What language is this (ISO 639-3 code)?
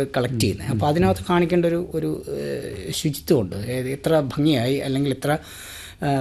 mal